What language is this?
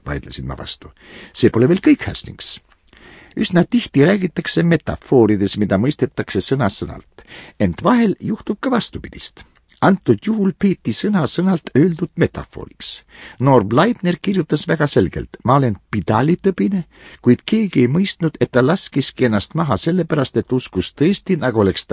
Estonian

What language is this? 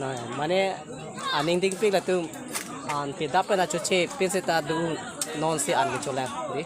Karbi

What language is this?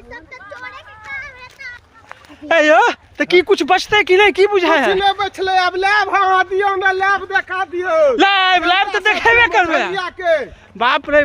Maithili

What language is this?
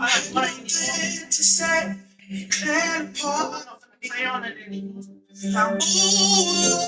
Māori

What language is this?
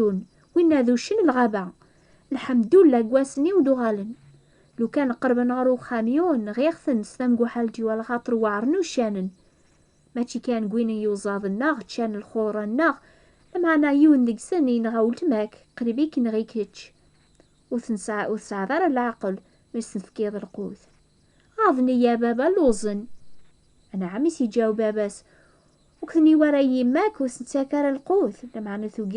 Kabyle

